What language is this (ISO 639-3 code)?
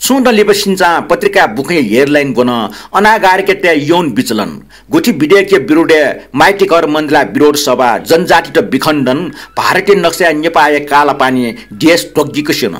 new